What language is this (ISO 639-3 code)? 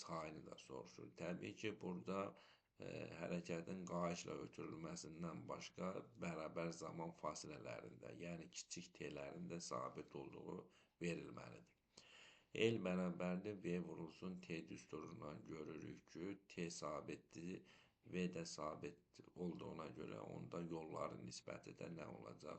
aze